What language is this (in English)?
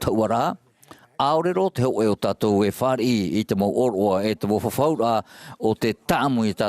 Tahitian